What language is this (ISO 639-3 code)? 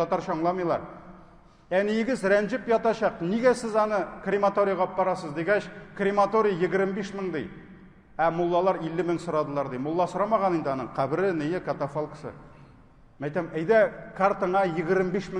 tat